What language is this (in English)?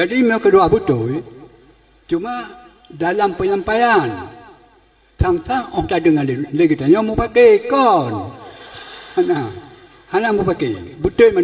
Achinese